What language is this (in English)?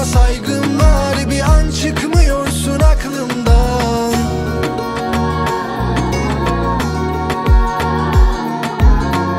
Turkish